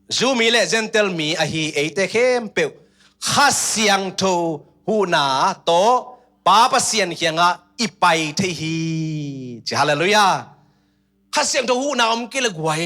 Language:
Tedim Chin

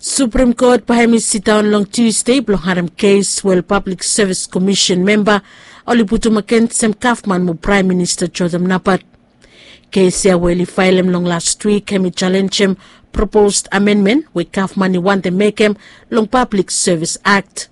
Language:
Bislama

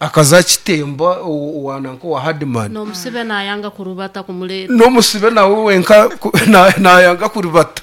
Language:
Nyankole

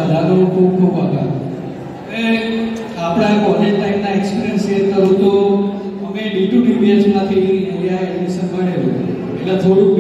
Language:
Gujarati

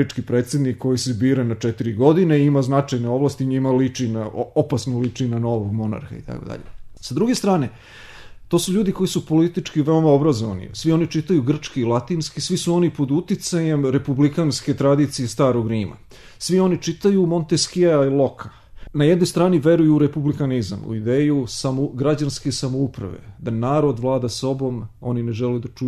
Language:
Serbian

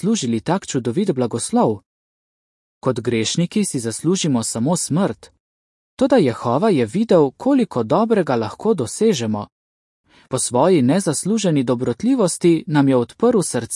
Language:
Slovenian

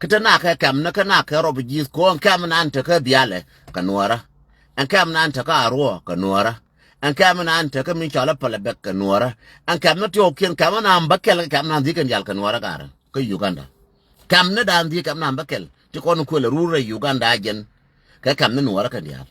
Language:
Nuer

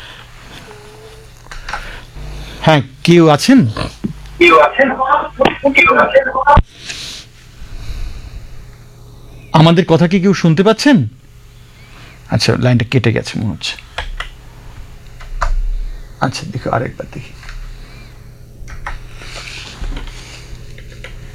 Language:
Bangla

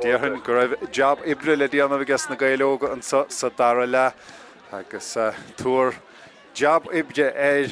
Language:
Irish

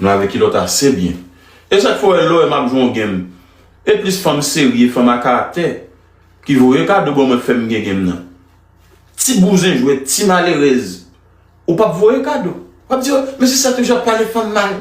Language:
Haitian Creole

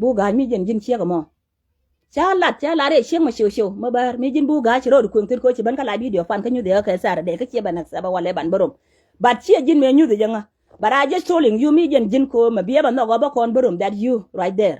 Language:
Nuer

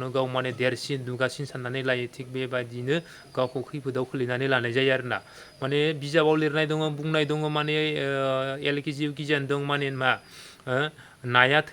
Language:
Bodo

